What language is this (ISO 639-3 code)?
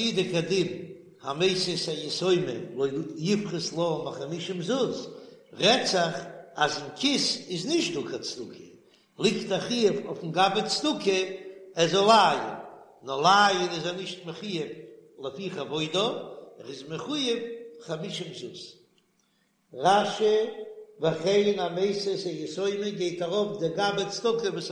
yid